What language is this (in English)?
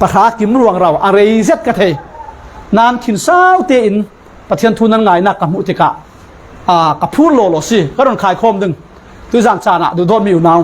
Falam Chin